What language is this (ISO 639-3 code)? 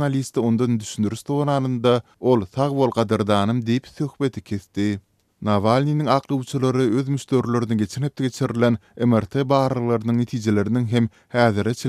tuk